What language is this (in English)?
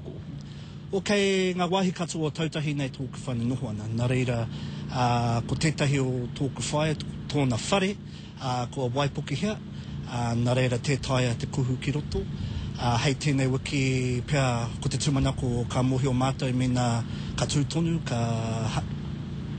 Māori